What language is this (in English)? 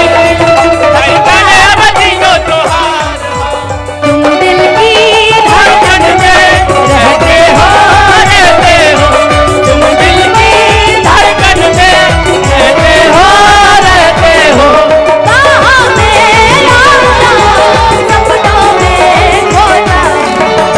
Bhojpuri